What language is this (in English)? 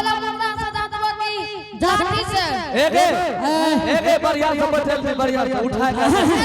Angika